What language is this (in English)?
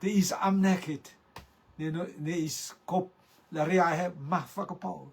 Rotuman